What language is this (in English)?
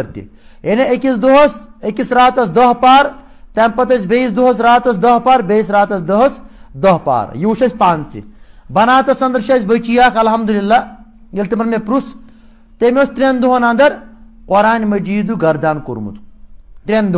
Kashmiri